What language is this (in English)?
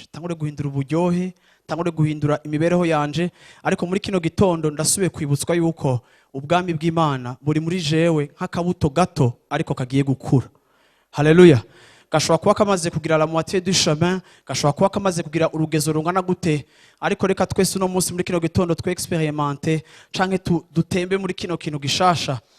Rundi